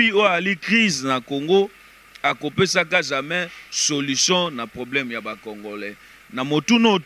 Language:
Lingala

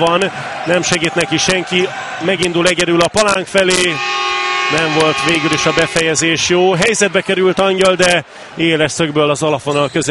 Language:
Hungarian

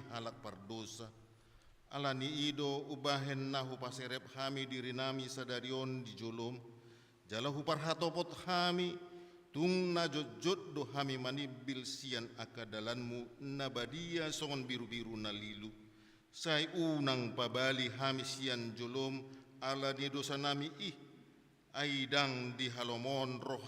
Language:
Batak Toba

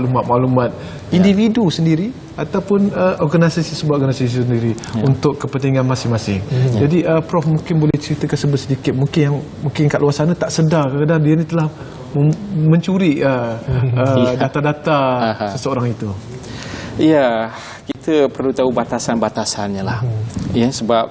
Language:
Malay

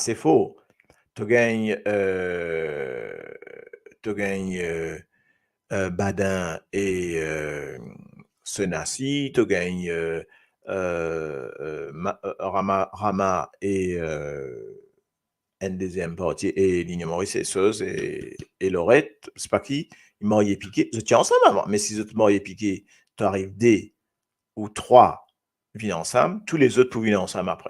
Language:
Morisyen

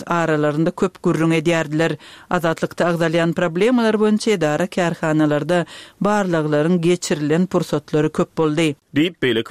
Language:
Turkmen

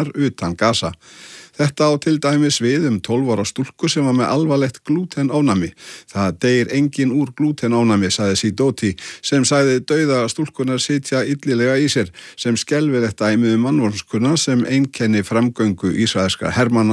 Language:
Icelandic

